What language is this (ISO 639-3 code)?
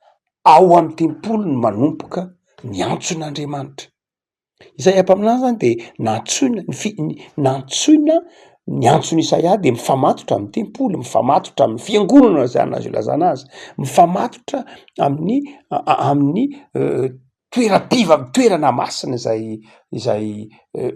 mlg